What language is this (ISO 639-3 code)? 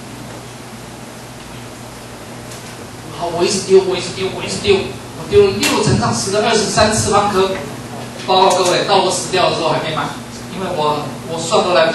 zho